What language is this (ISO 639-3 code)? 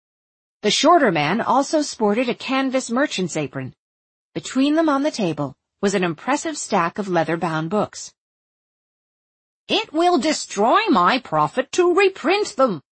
eng